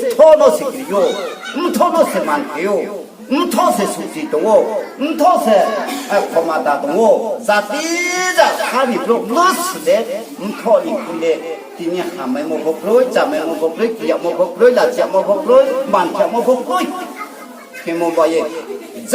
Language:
Riang (India)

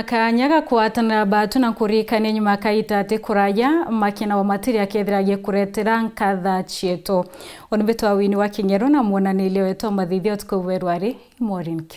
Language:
Meru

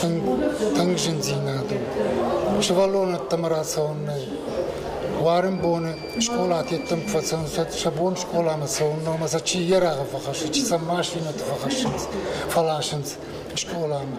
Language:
Ossetic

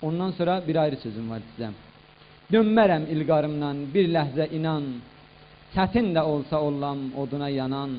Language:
South Azerbaijani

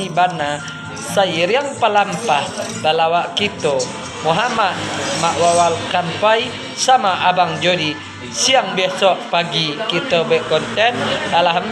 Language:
Minangkabau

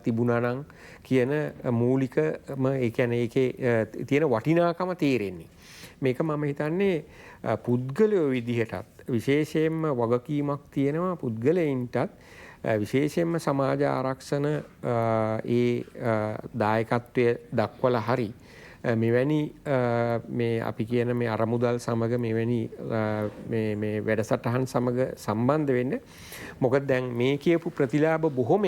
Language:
Sinhala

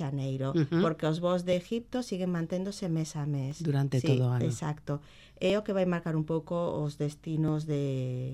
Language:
Galician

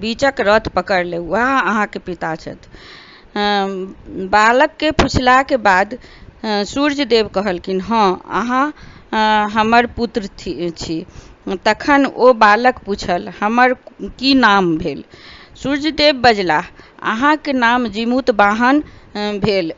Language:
Maithili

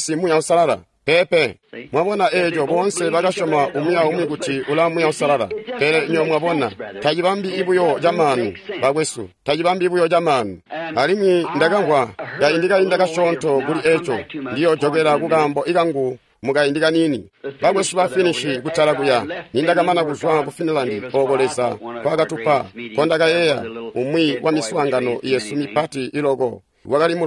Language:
Tonga (Zambia)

